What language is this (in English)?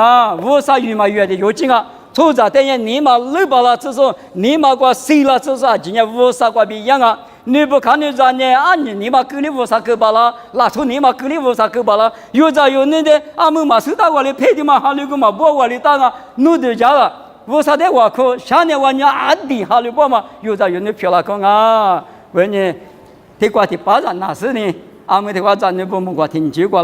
Lisu